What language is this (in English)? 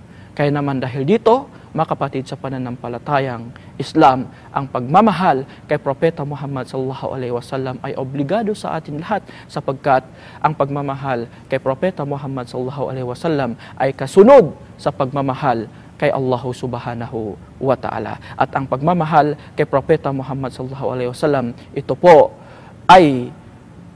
Filipino